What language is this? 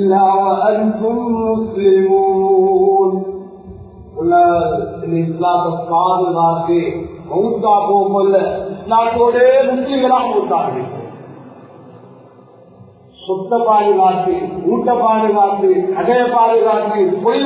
Tamil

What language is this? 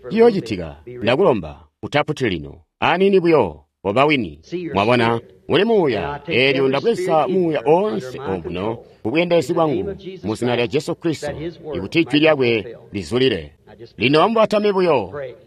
Tonga (Zambia)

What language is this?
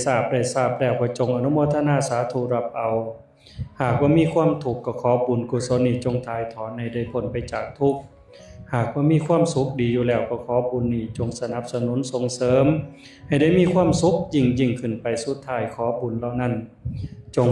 Northeastern Thai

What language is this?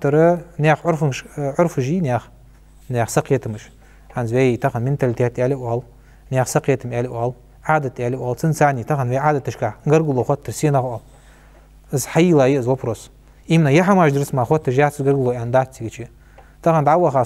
Ingush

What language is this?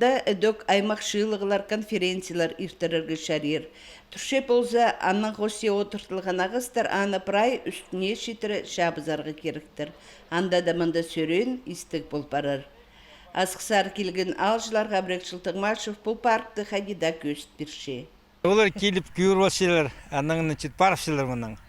Khakas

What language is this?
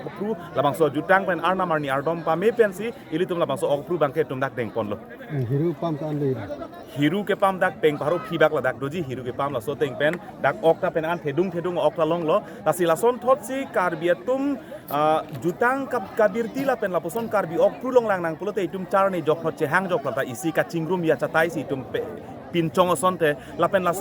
Karbi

